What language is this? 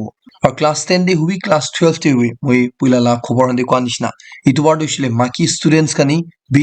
Naga Pidgin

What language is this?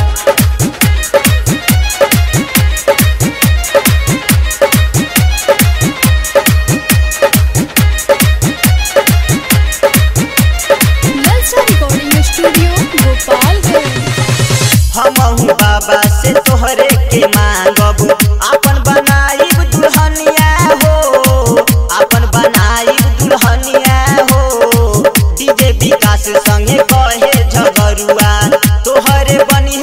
Bhojpuri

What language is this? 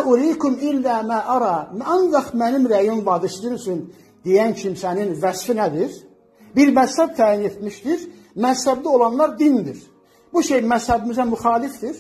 Azerbaijani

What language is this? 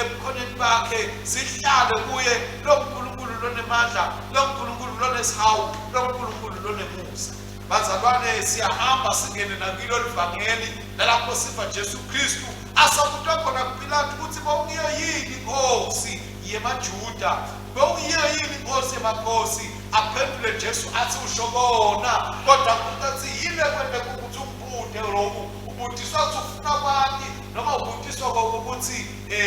Swati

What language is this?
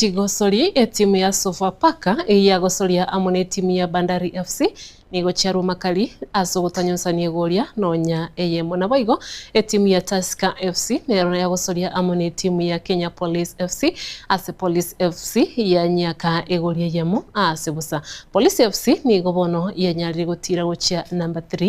Gusii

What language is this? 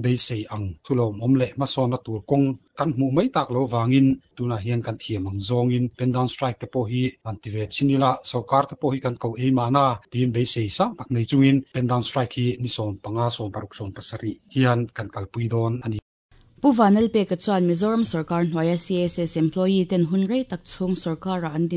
Mizo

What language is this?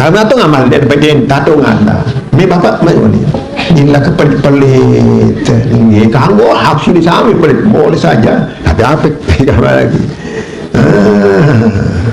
Sasak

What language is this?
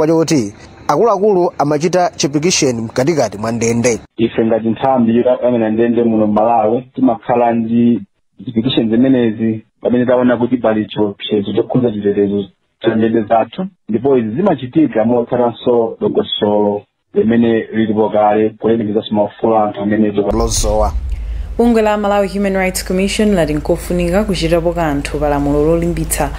Nyanja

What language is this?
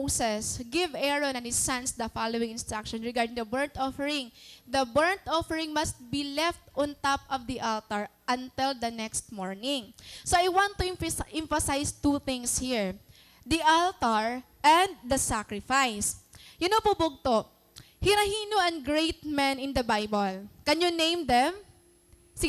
Waray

